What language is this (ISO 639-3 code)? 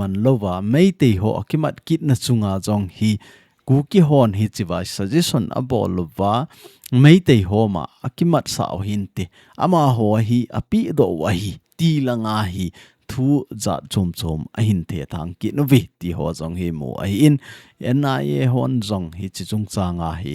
tcz